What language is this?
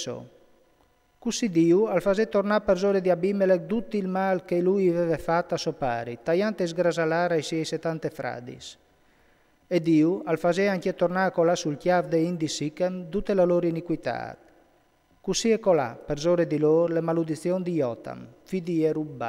Friulian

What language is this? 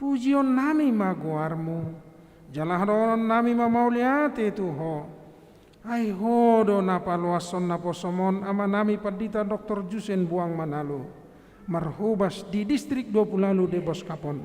Batak Toba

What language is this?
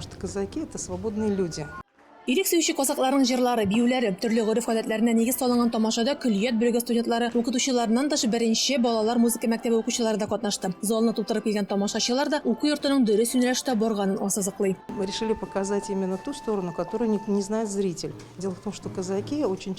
Tatar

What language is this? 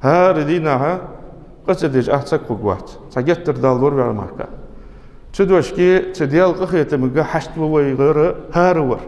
Ingush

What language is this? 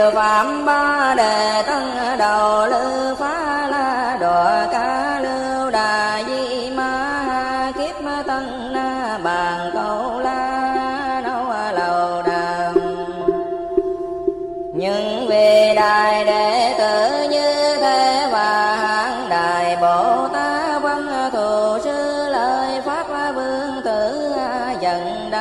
Vietnamese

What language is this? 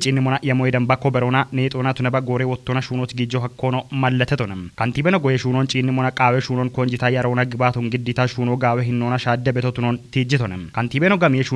Kafa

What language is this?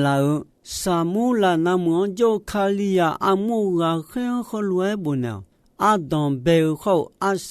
Akha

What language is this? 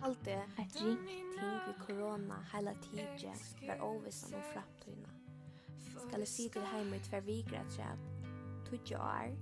Faroese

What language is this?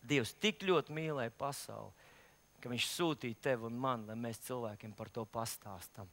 Latvian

